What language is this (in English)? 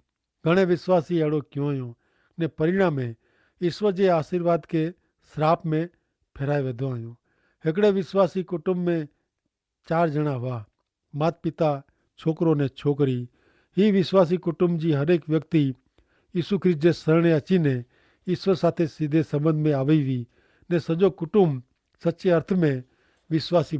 Kachhi